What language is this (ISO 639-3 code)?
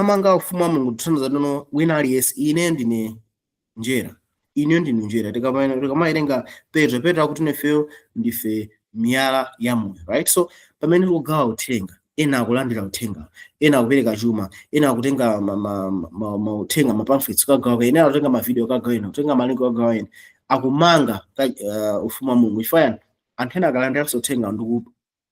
nya